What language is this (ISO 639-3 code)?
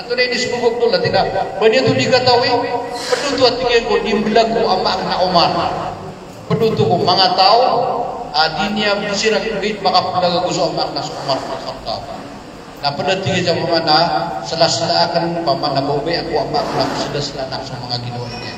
mrw